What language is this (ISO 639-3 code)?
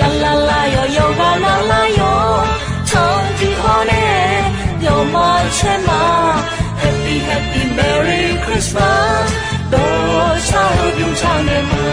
ahk